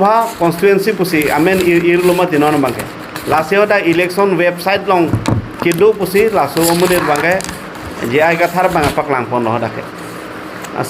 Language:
Karbi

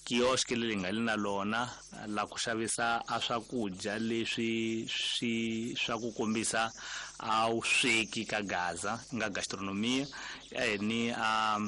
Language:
Tsonga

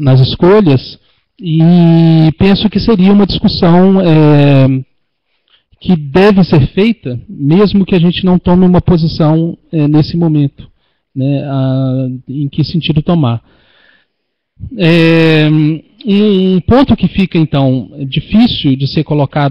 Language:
Portuguese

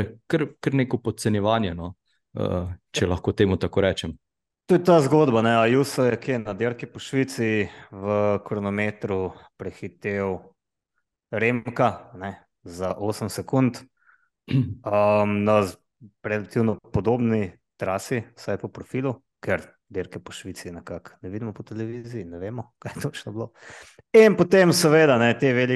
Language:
Slovenian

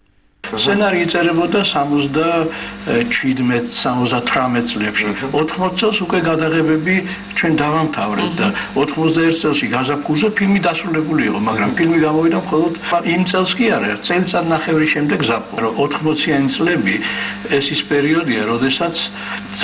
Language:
Georgian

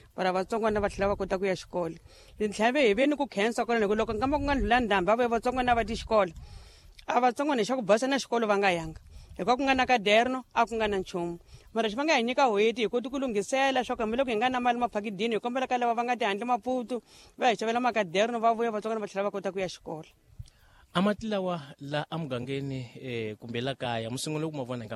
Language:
Tsonga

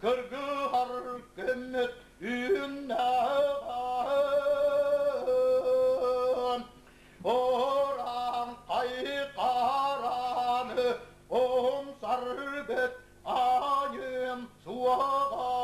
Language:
Yakut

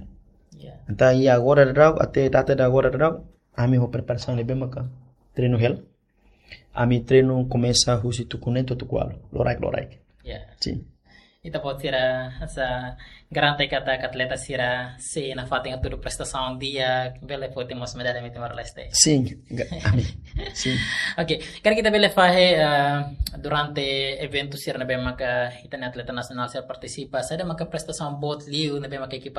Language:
Tetum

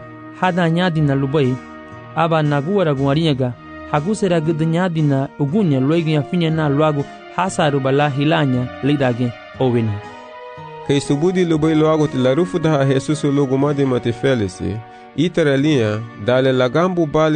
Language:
Garifuna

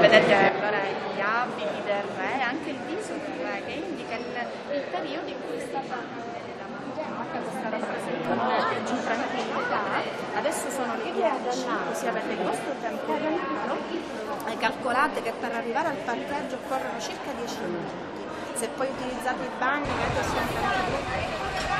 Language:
Italian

